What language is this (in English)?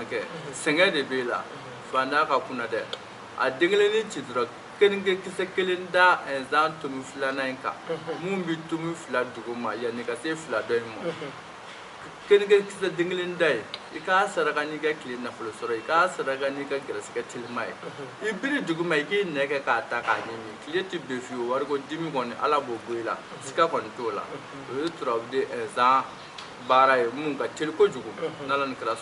Bambara